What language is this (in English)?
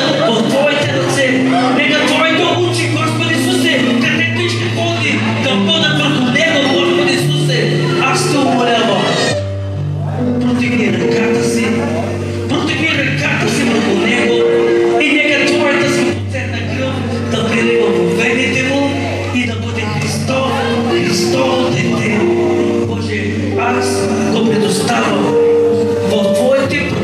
Bulgarian